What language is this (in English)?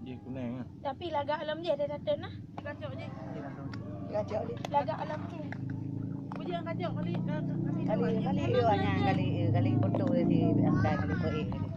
Achinese